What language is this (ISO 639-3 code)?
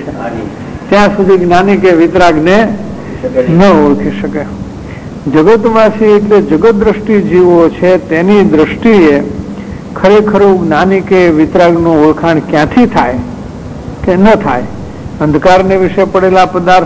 guj